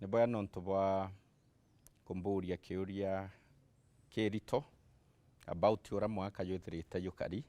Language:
Meru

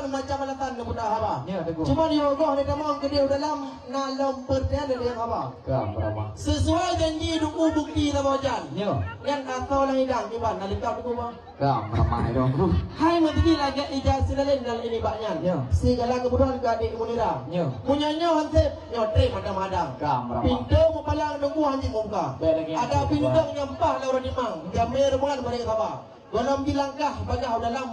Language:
Achinese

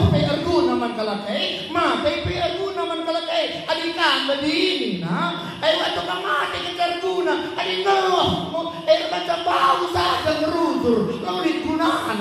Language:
Batak Karo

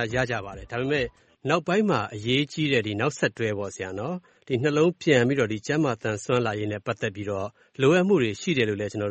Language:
Burmese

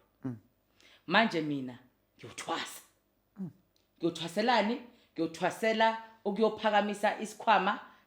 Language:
Zulu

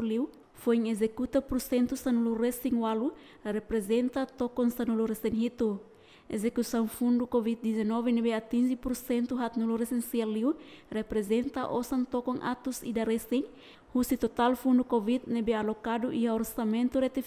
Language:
Tetum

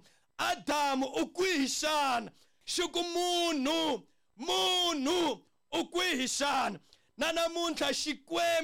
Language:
Tsonga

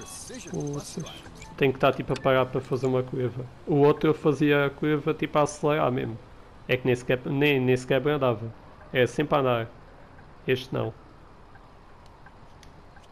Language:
Portuguese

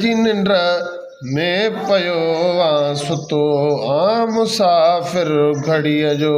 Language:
Sindhi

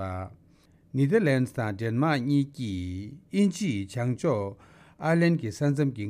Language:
Tibetan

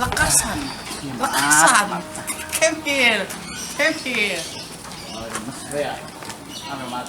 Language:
Betawi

